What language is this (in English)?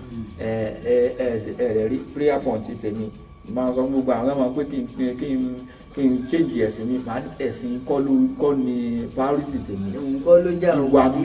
Yoruba